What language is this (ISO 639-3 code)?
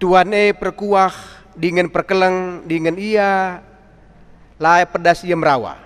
btx